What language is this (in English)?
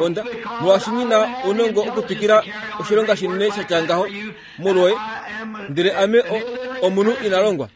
Kuanyama